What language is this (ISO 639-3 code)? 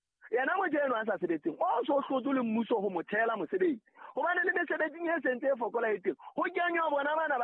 sot